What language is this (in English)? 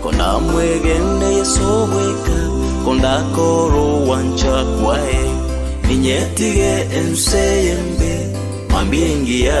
Gusii